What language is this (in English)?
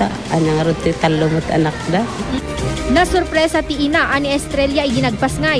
Iloko